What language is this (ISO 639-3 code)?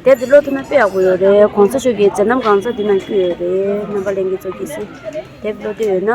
bod